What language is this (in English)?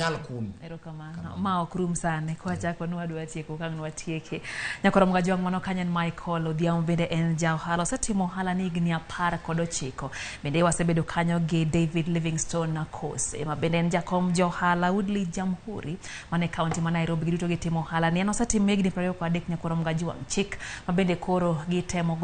Luo (Kenya and Tanzania)